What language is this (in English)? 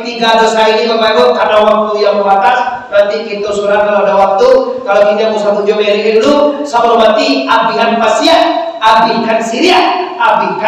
Minangkabau